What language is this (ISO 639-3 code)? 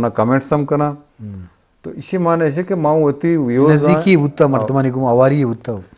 bgp